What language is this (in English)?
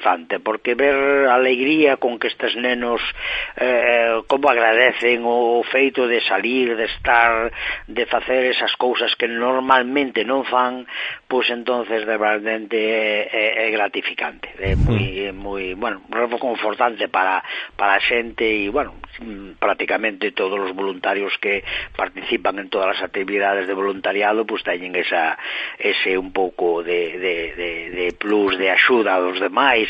Galician